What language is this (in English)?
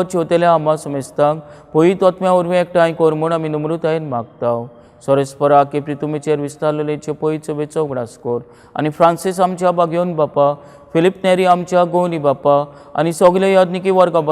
Konkani